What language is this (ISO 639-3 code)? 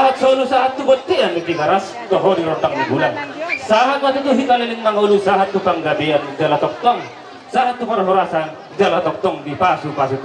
bbc